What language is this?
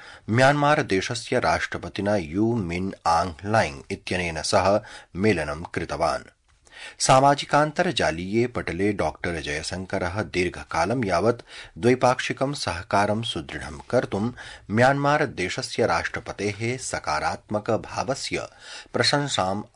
Sanskrit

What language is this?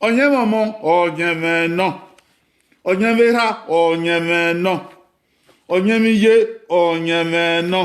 Bini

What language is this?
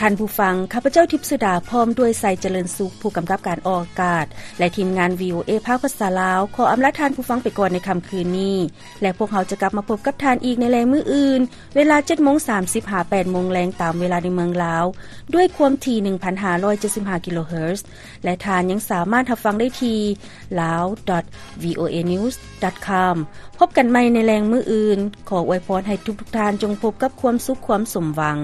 Lao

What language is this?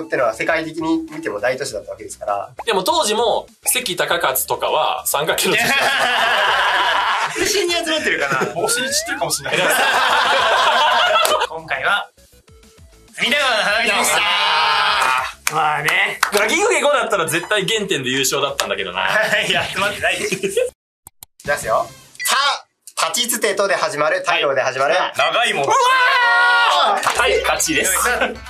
Japanese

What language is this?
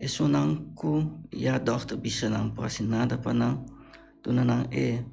Papiamento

